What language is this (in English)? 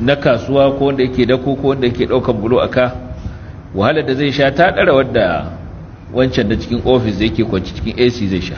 Hausa